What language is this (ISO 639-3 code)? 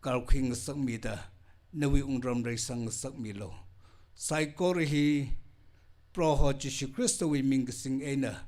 nmf